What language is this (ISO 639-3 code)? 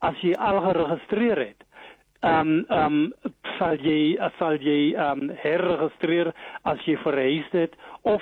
afr